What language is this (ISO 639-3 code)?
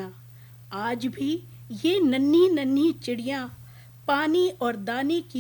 hin